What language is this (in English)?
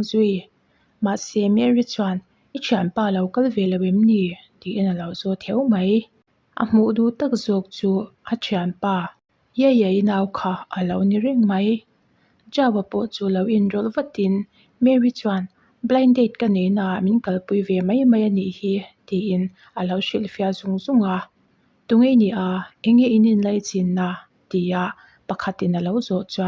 Mizo